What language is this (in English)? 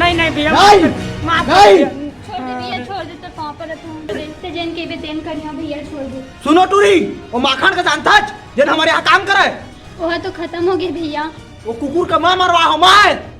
Chhattisgarhi